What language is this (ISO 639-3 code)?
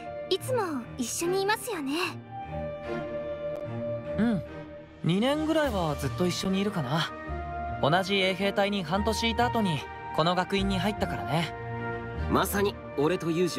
jpn